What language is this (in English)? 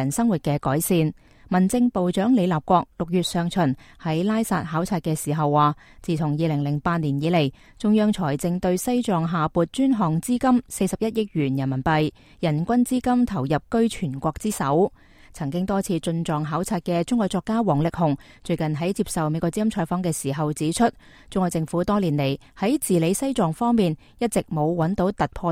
Cantonese